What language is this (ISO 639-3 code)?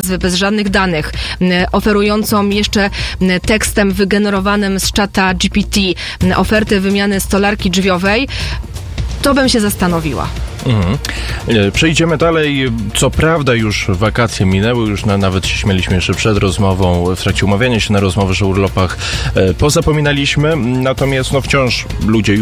pol